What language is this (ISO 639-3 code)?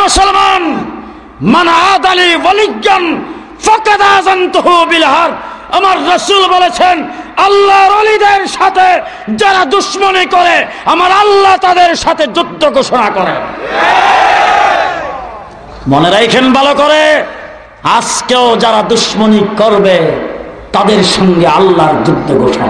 ben